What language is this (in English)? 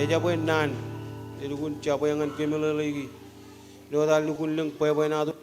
Marshallese